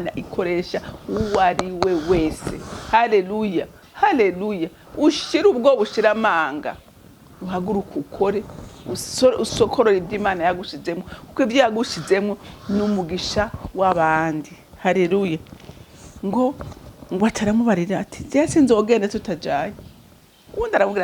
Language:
Rundi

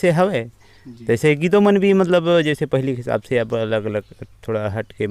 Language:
Chhattisgarhi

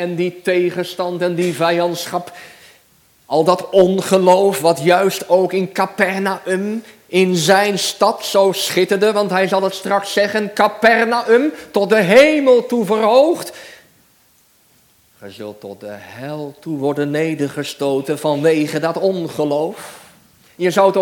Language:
Dutch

